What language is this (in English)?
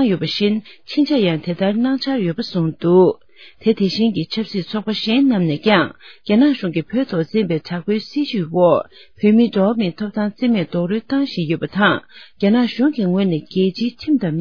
Tibetan